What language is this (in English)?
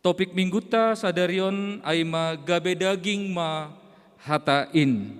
Batak Simalungun